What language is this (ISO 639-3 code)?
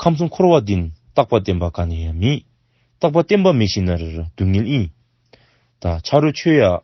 dzo